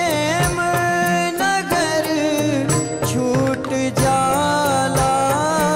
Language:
Bhojpuri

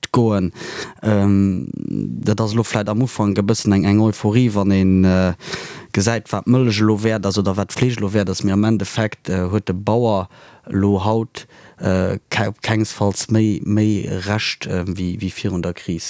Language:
Luxembourgish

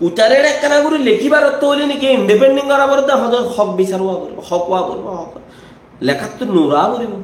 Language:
Rohingya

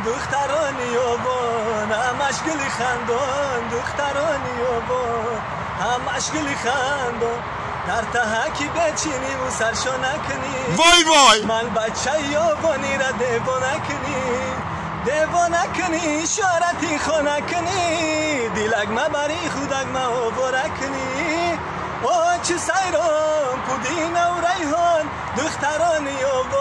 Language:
Tajik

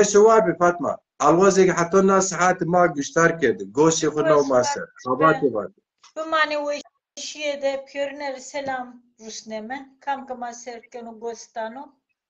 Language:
Zaza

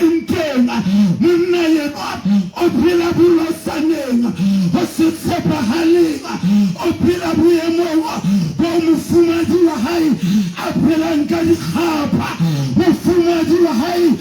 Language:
Southern Sotho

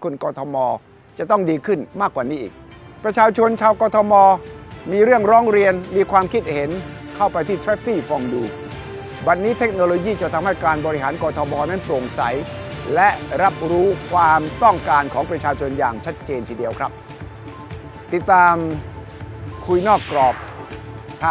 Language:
Thai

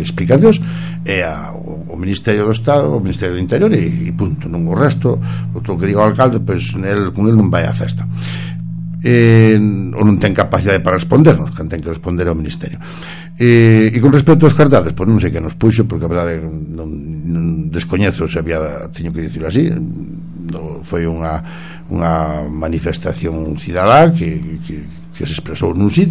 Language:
Galician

